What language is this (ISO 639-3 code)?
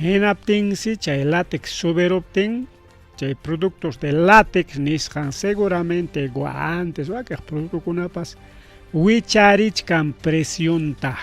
quy